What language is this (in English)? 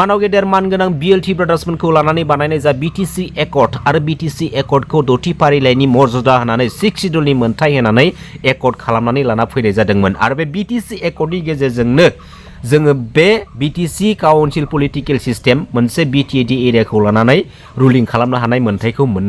Bodo